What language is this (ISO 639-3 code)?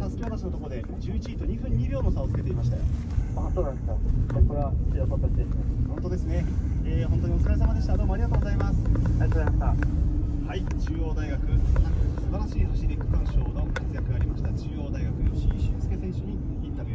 jpn